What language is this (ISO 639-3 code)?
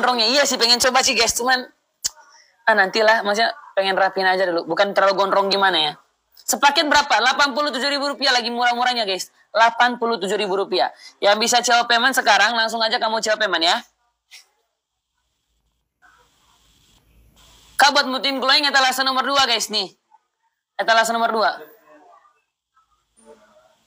ind